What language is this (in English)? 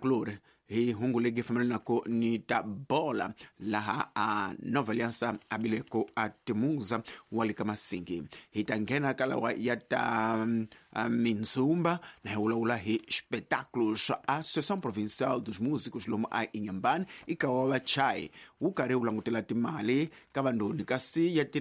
Tsonga